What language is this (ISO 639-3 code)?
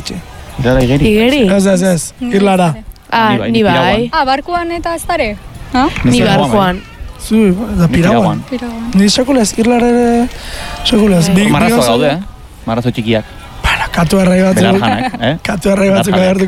eus